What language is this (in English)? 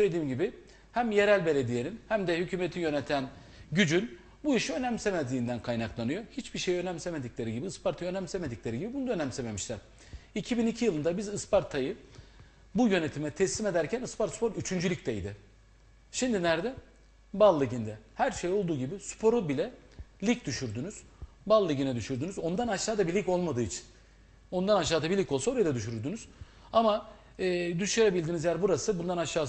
Turkish